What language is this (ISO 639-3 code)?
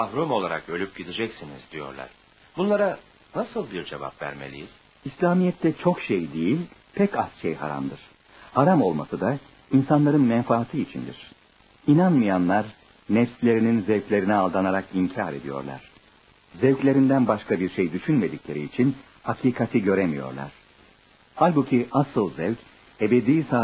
tur